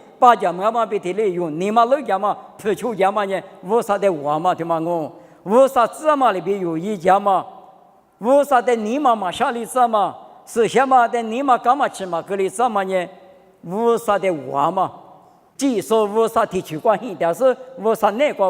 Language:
Lisu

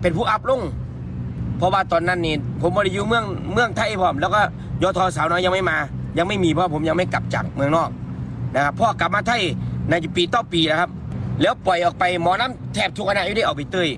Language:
Northeastern Thai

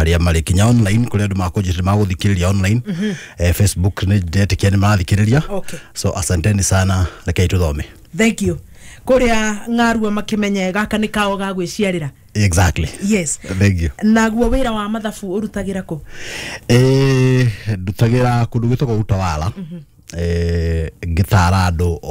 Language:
Kikuyu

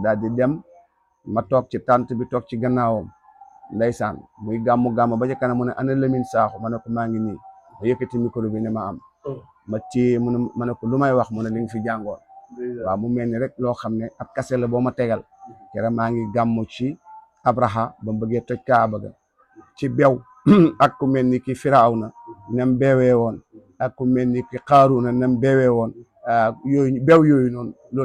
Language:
Wolof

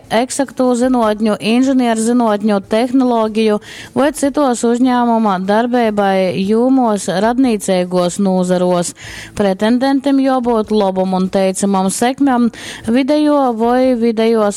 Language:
Latgalian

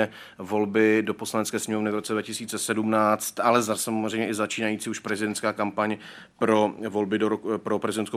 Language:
Czech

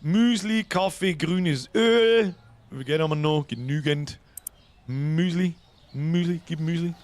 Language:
Bavarian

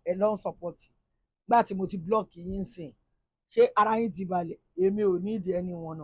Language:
Yoruba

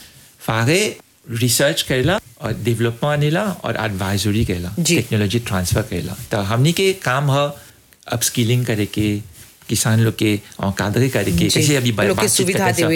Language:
Bhojpuri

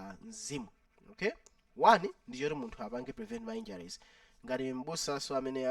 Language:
Nyanja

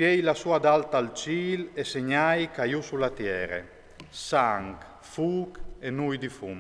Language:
Friulian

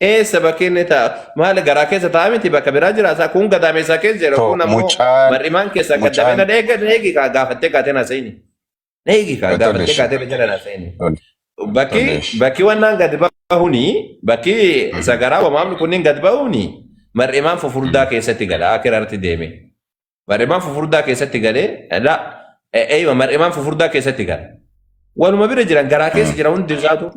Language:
Oromo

